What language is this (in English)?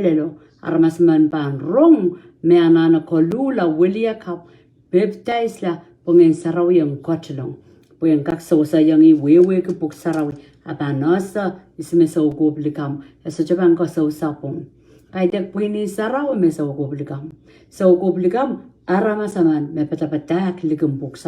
Pohnpeian